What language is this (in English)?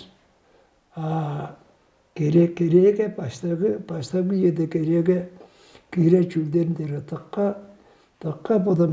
Tuvinian